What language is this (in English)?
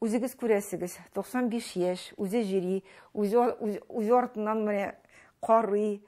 Tatar